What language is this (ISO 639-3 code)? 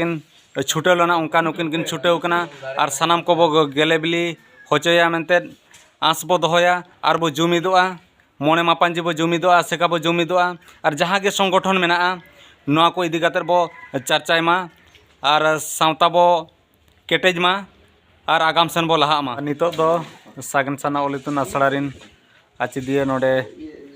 sat